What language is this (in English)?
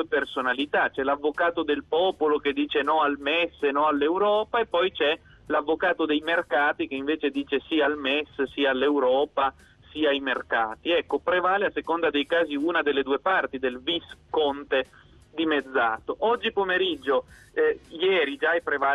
Italian